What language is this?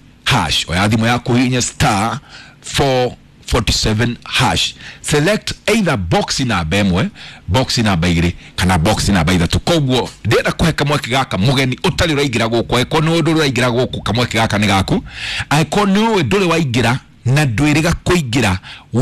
Kikuyu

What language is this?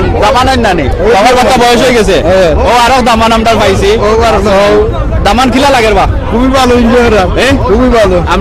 Sylheti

